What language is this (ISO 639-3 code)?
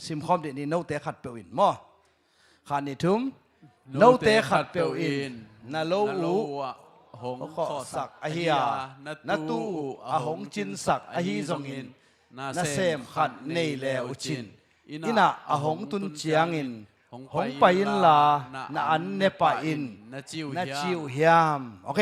ctd